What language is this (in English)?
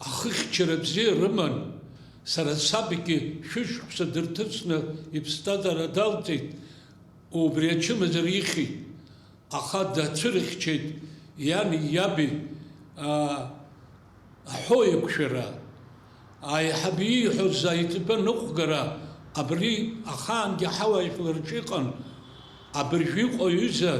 Abkhazian